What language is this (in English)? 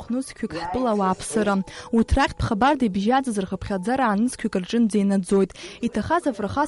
Abkhazian